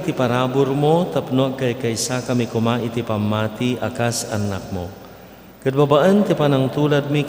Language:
Iloko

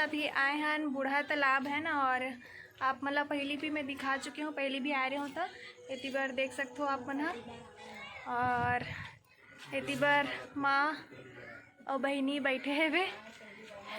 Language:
Chhattisgarhi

